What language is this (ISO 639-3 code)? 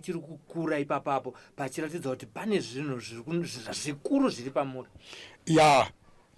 sna